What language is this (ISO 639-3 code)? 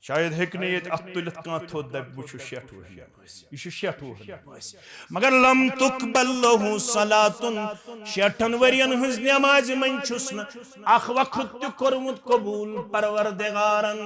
kas